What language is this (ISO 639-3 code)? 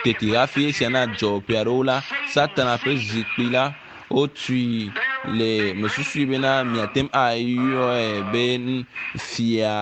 ewe